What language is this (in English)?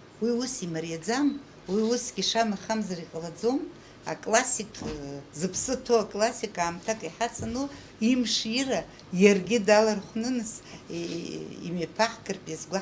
Abkhazian